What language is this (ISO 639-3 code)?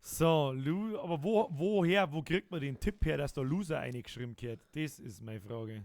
bar